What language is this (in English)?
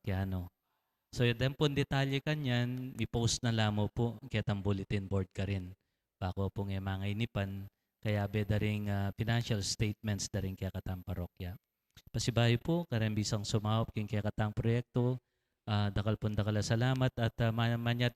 Pampanga